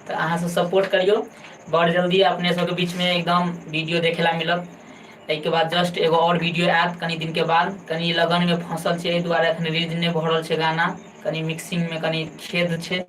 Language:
Maithili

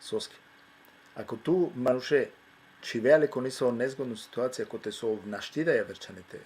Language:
Balkan Romani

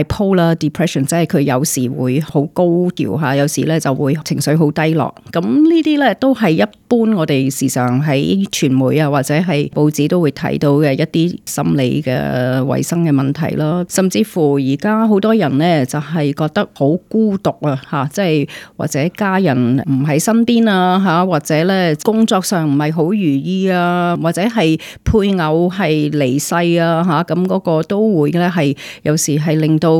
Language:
Cantonese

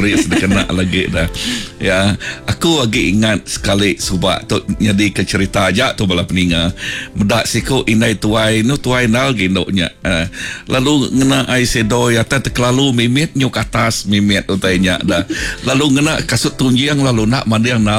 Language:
Iban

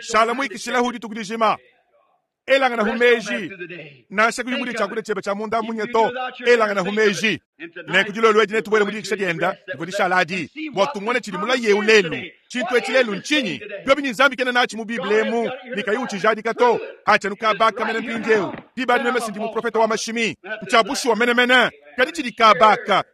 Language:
Luba-Lulua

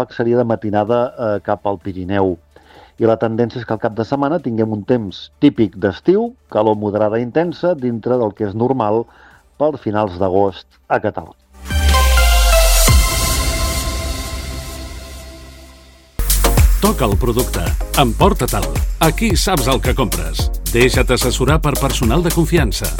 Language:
Catalan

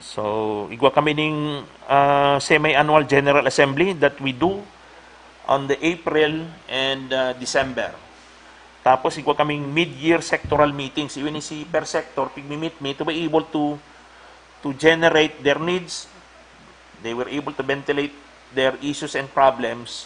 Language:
Bikol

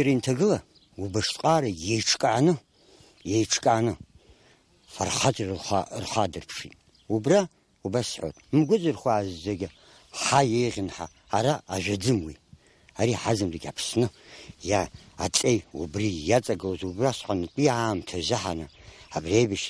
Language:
Abkhazian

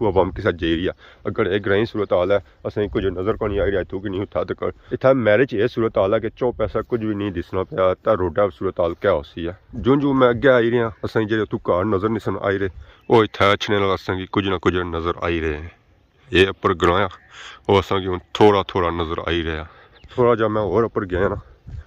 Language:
Pahari-Potwari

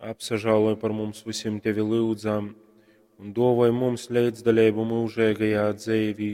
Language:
Latgalian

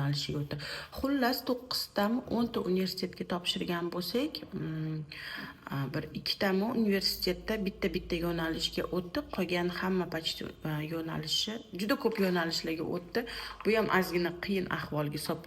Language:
Uzbek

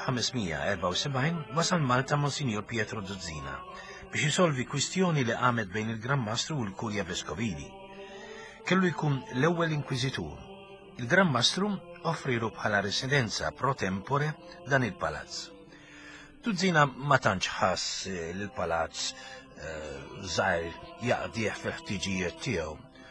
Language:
Maltese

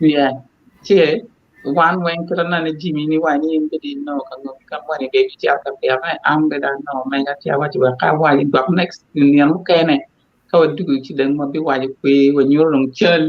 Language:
Acoli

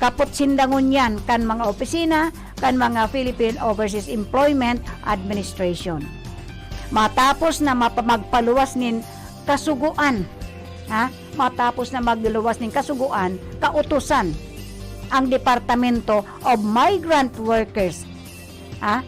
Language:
Bikol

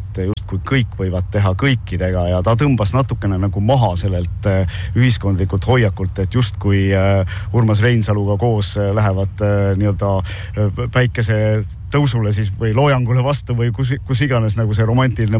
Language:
Estonian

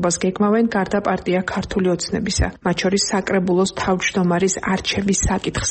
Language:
Georgian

